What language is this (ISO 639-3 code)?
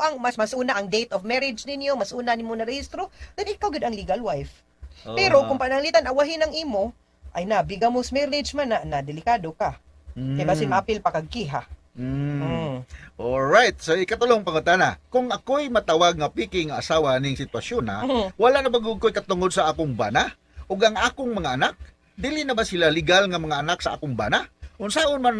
ceb